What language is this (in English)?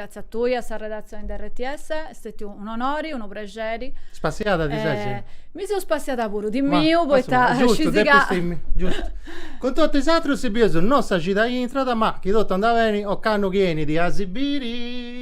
Sardinian